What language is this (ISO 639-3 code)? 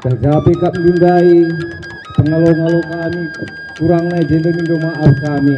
btx